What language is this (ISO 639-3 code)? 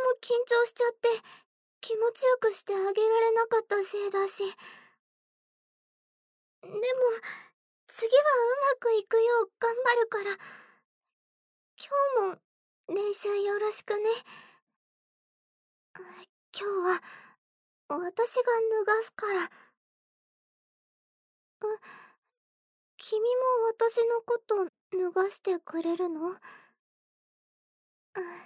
jpn